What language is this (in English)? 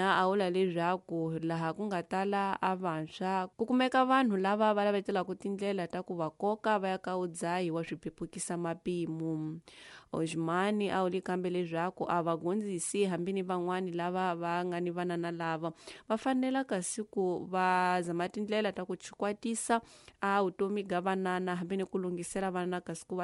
Tsonga